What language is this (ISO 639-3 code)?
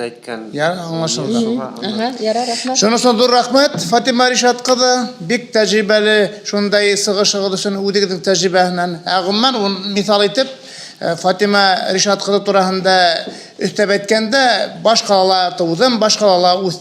bak